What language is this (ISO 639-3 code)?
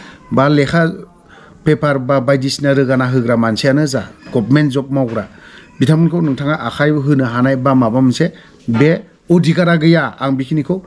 brx